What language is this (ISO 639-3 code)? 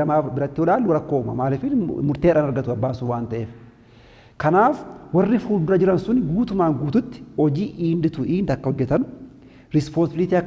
orm